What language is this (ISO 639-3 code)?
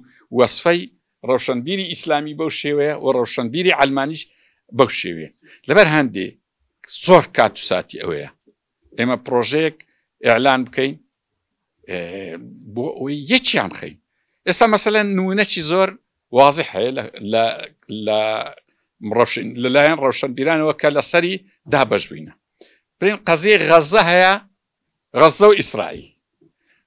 ckb